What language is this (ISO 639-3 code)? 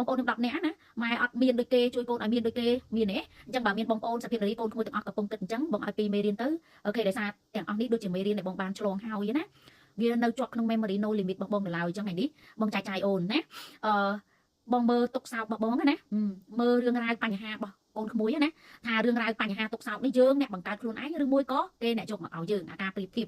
khm